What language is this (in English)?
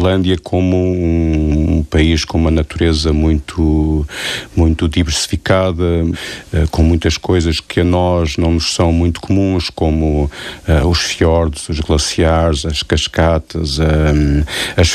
Portuguese